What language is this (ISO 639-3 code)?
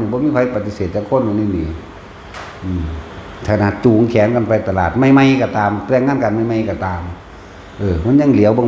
lao